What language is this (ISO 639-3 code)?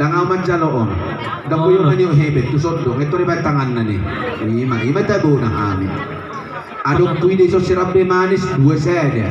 bbc